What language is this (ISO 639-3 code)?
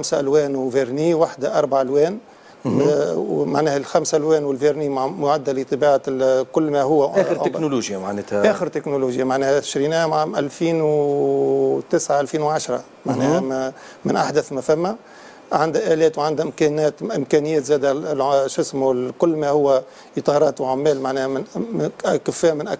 aeb